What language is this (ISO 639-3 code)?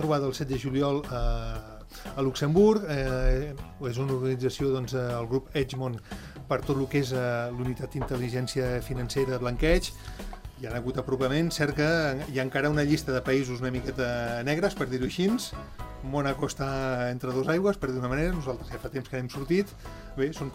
cat